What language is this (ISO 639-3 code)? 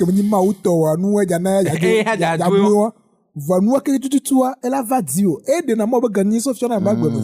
ewe